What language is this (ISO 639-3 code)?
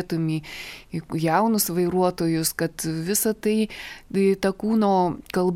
lit